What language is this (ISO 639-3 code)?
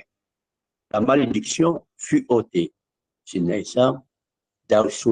kab